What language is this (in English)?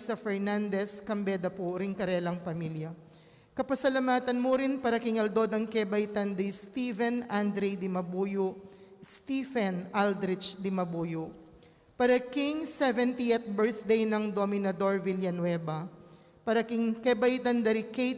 Pampanga